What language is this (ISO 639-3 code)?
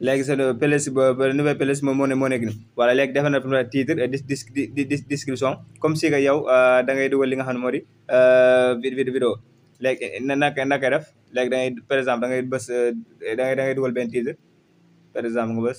wol